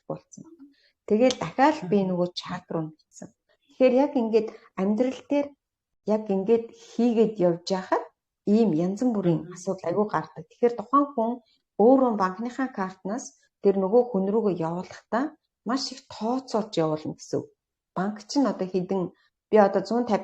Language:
Mongolian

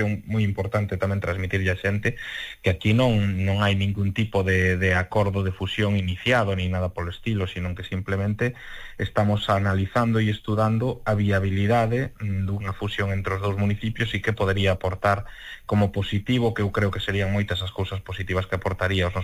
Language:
Galician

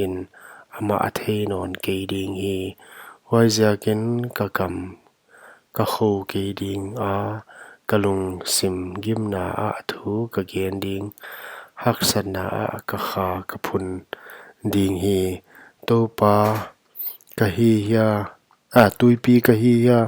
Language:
Paite Chin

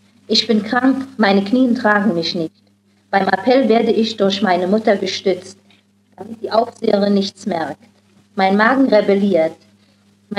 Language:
German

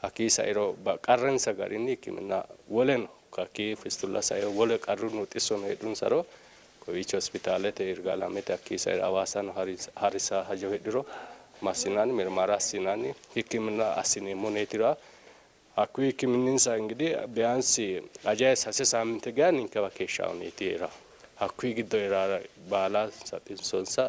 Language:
Sidamo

